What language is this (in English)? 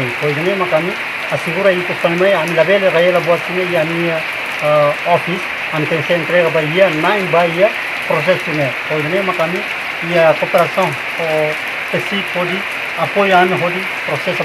Tetum